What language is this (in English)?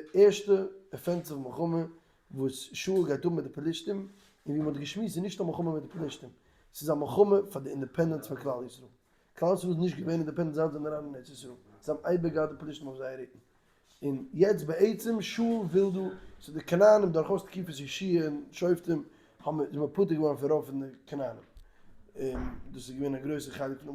Yiddish